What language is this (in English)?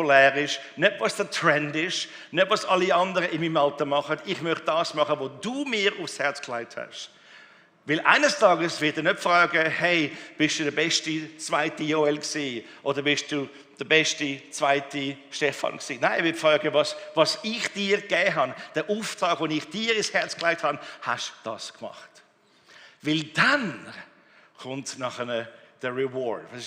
Swiss German